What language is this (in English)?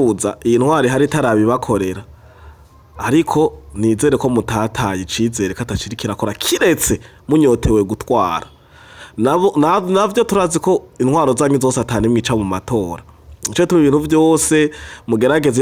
Rundi